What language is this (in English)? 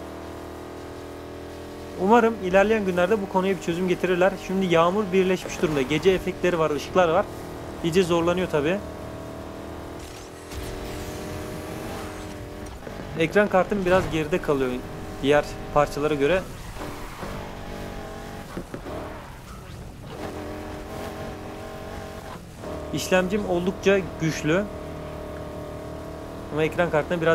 Turkish